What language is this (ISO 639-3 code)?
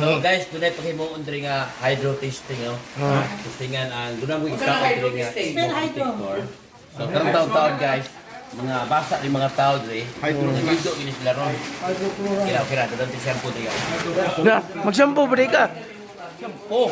ceb